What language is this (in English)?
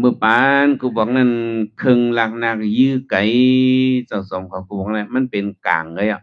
Shan